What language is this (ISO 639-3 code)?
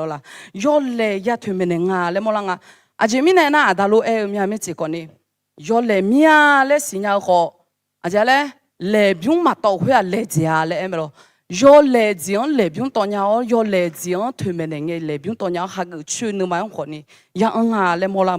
ahk